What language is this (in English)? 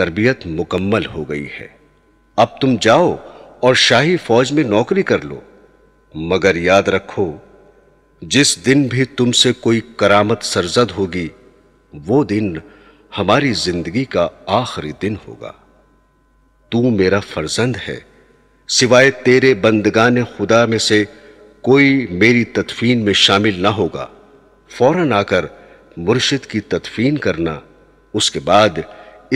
Urdu